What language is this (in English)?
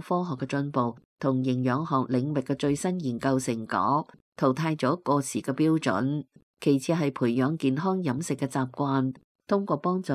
Cantonese